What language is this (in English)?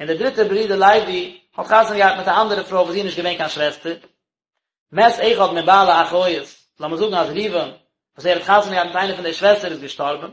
Yiddish